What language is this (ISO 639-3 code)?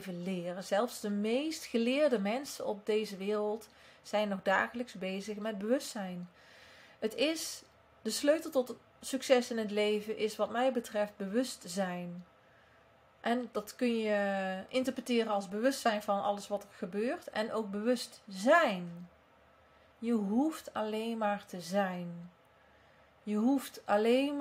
nld